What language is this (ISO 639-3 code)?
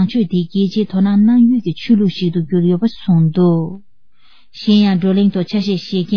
bod